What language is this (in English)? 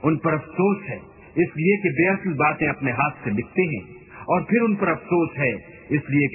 Urdu